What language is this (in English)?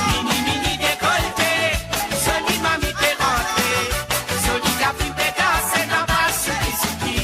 Morisyen